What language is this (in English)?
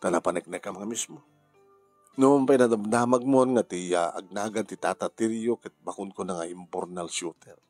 Iloko